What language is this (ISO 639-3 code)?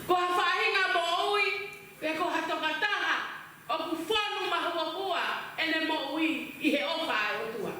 ton